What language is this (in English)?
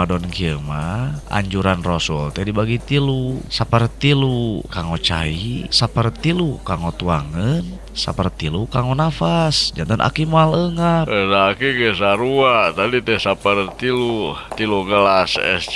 Sundanese